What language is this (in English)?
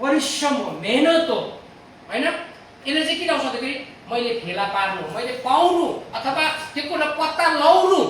Nepali